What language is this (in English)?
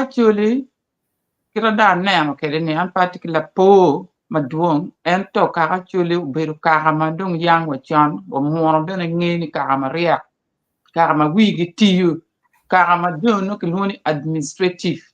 Acoli